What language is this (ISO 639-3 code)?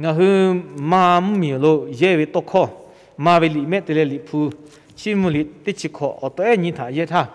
lhu